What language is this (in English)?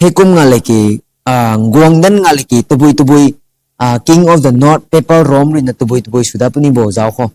Rongmei Naga